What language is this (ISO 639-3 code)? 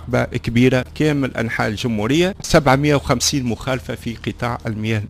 aeb